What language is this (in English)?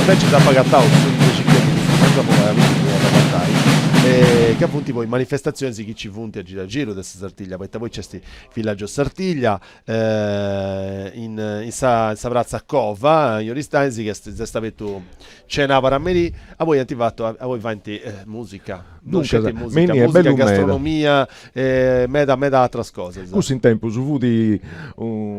Sardinian